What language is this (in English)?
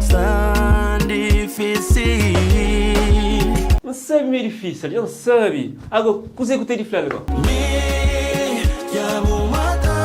Kabuverdianu